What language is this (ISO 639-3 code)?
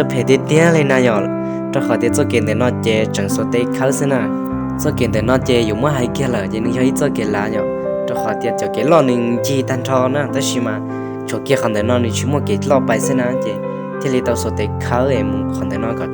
hmn